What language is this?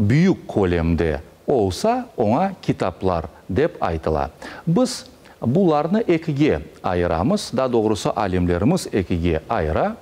Crimean Tatar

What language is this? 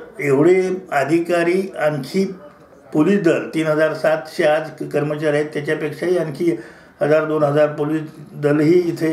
Marathi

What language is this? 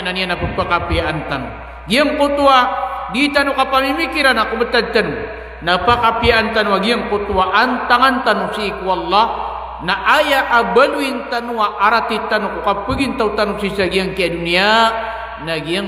Maranao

